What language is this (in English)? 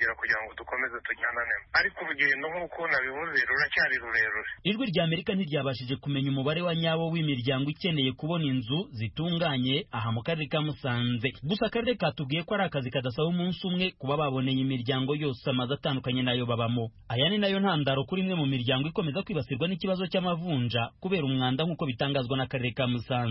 Kinyarwanda